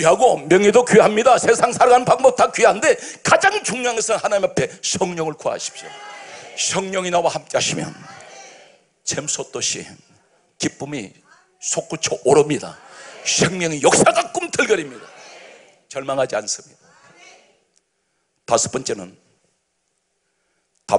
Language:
Korean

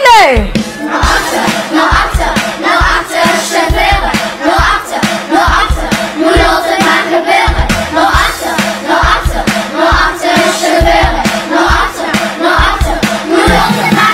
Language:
Limburgish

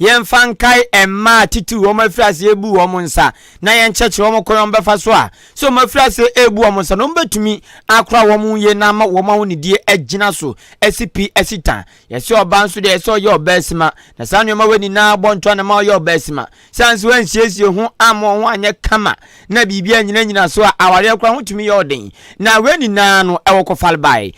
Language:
Akan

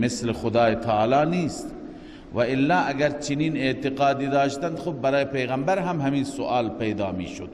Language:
Persian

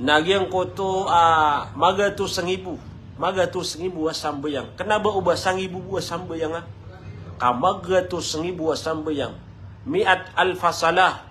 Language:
Maranao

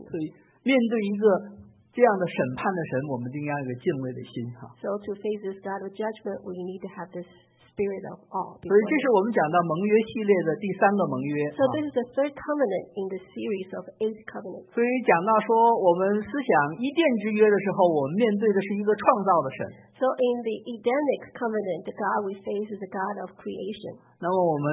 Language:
Chinese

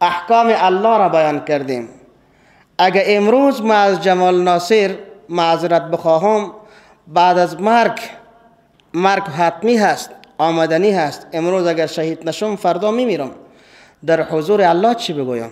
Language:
Persian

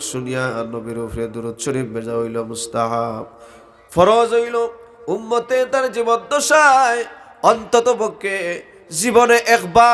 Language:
Sylheti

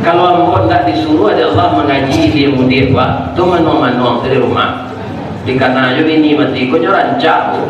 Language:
Minangkabau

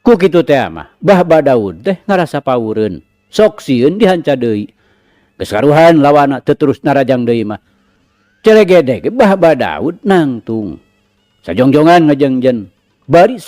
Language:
Sundanese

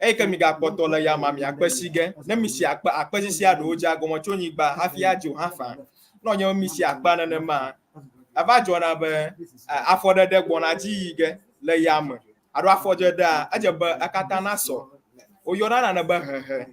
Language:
Ewe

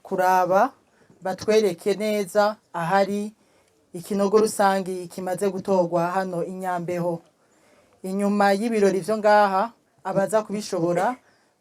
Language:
Rundi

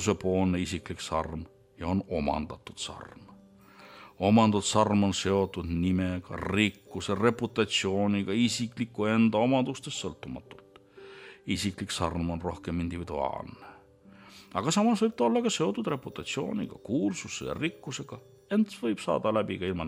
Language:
Estonian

